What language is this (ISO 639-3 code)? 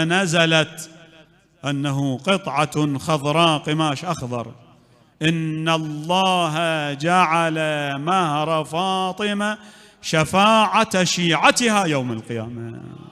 acm